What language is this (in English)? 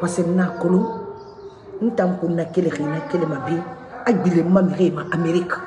Mandingo